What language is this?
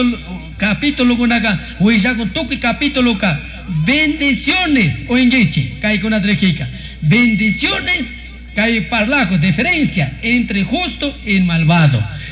Chimborazo Highland Quichua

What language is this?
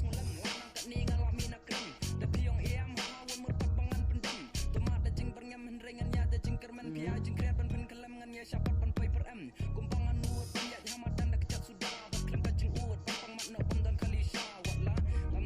Khasi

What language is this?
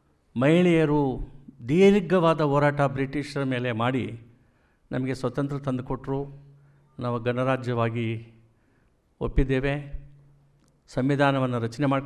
Kannada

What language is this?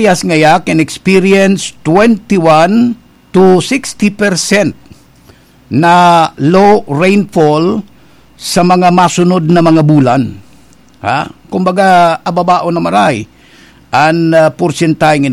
Bikol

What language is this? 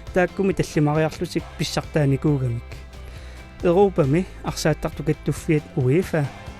Kalaallisut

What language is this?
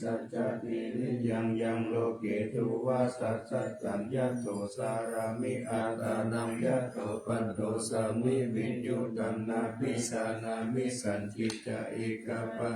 Pali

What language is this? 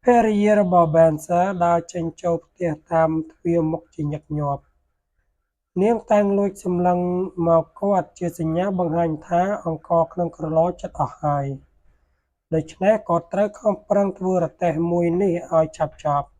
Khmer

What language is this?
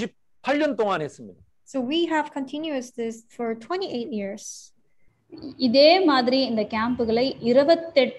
Tamil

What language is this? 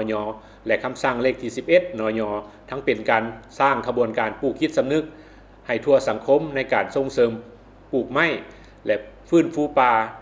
Lao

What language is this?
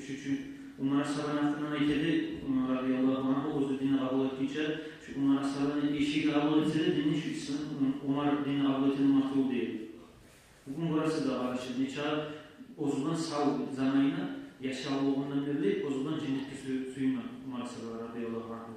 Kumyk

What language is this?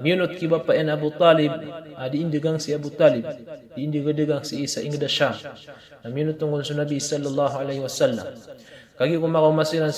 Maranao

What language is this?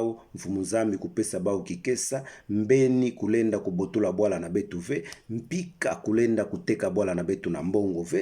Kituba (Democratic Republic of Congo)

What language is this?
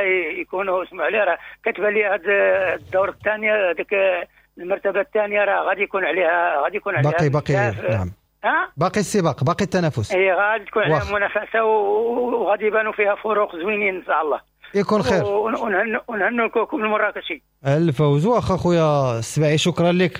Moroccan Arabic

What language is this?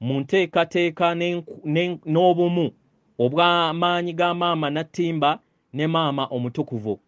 Ganda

